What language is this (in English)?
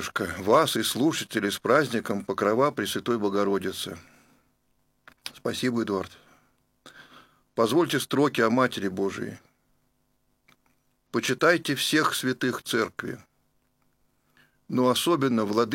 Russian